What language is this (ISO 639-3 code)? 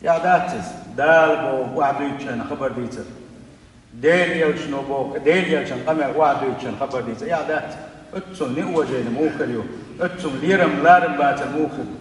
che